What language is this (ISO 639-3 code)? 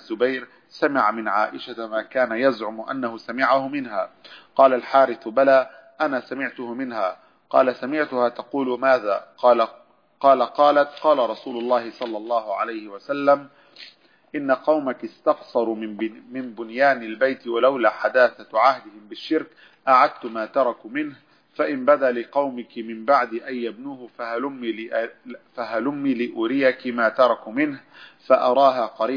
ara